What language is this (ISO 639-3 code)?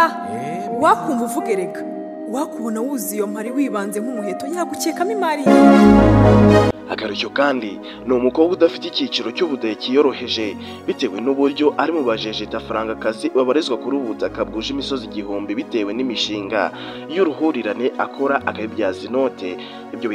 kin